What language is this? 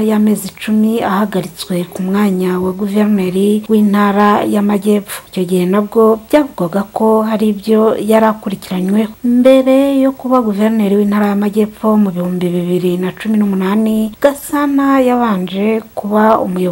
Kinyarwanda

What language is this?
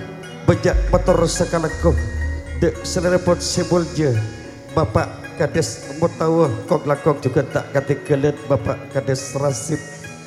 Madurese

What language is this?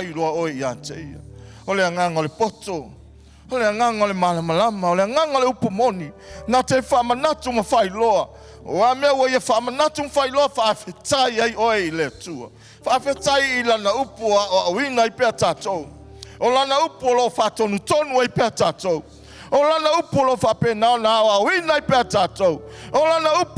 Samoan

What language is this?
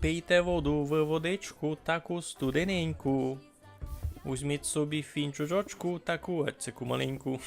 Rusyn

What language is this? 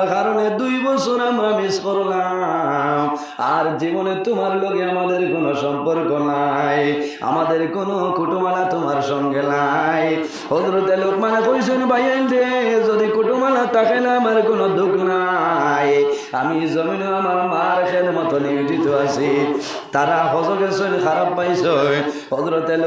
Sylheti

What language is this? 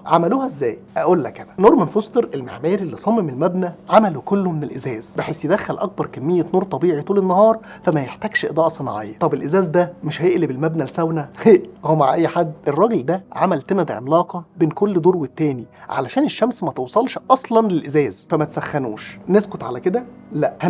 Egyptian Arabic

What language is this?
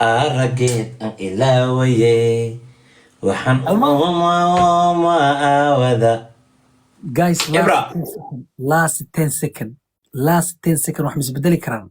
Somali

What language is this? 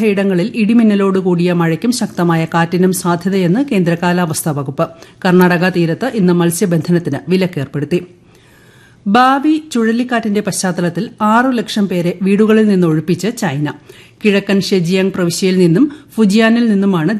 Malayalam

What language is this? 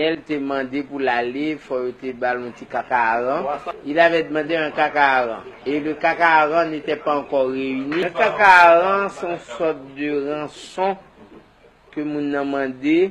Haitian Creole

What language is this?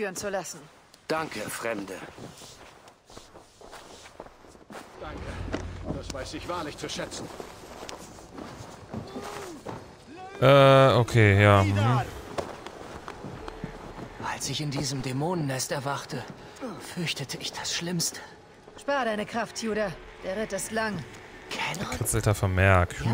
German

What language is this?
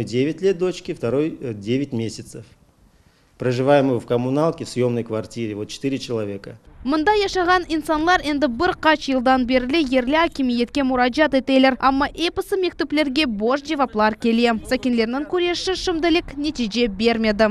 Crimean Tatar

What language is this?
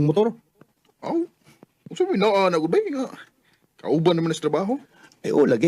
Cebuano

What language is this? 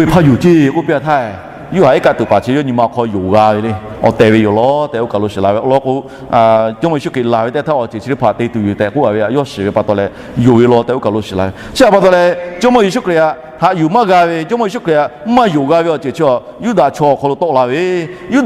Lahu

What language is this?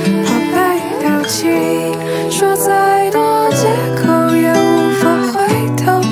Chinese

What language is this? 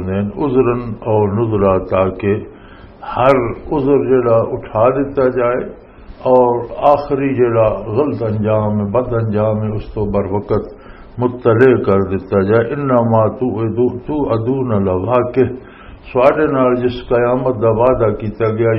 Western Panjabi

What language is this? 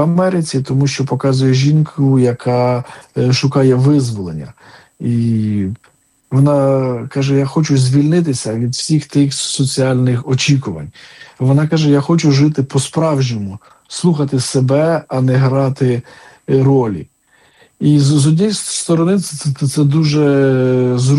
Ukrainian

